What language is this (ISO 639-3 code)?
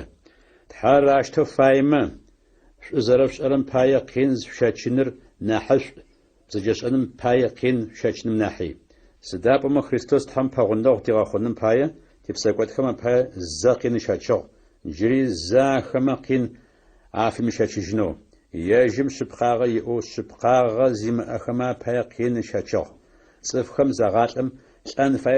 ady